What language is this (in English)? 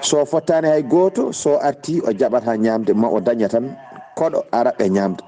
Fula